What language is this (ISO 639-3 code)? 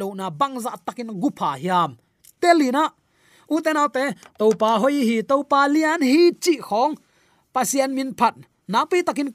ctd